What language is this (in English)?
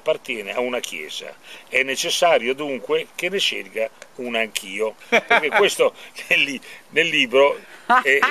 Italian